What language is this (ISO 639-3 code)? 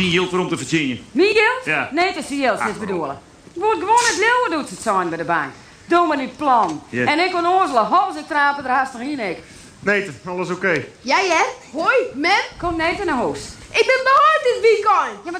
fry